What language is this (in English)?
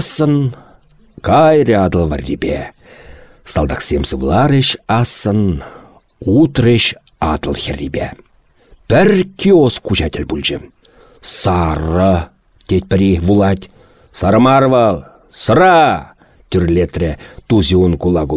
Chuvash